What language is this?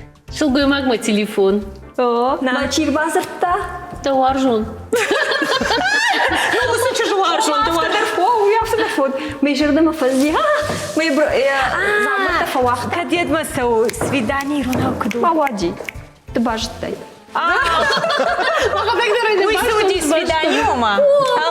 Ossetic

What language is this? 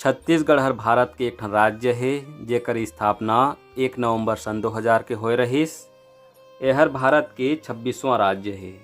Chhattisgarhi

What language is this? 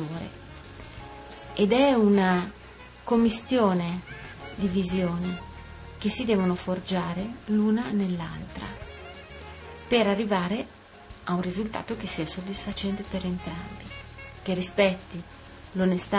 Italian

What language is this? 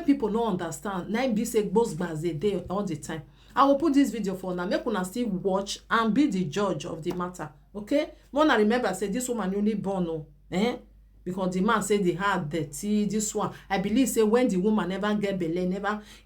Nigerian Pidgin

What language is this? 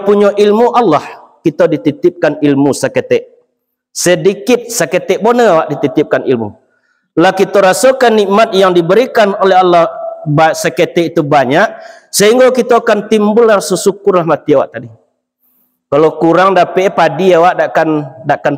Minangkabau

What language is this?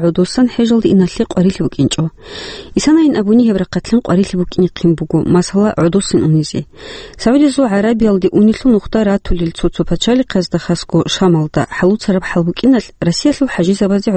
Avaric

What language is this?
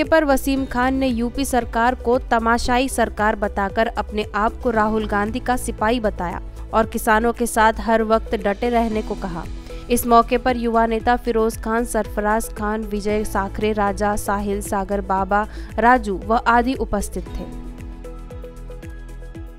Hindi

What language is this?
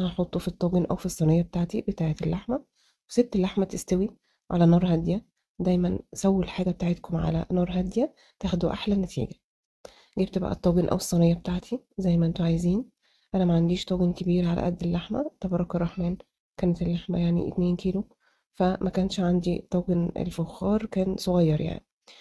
Egyptian Arabic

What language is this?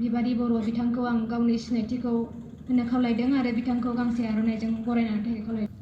Bodo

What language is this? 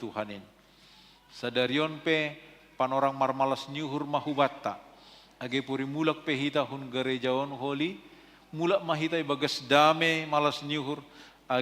Batak Simalungun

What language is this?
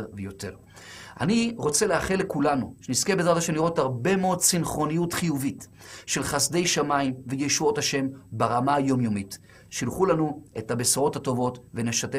Hebrew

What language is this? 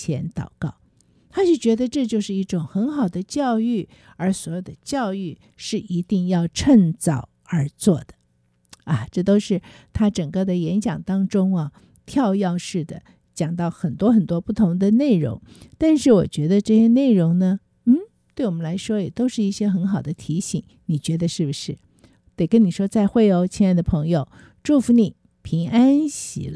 Chinese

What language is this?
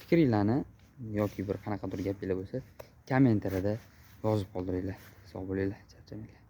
Uzbek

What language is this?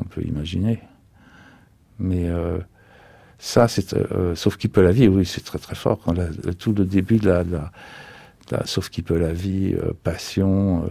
French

